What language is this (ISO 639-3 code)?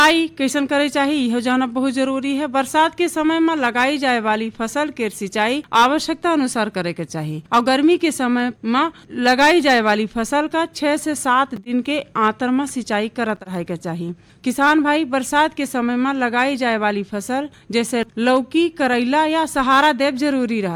bho